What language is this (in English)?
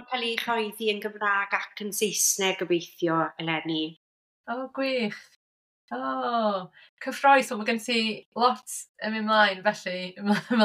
Welsh